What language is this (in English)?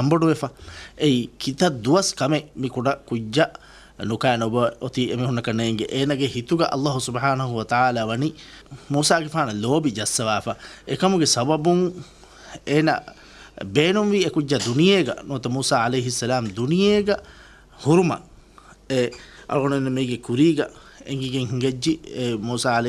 Divehi